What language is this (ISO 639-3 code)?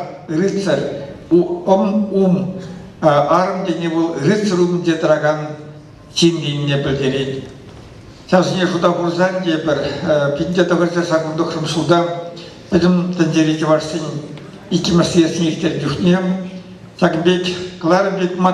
chv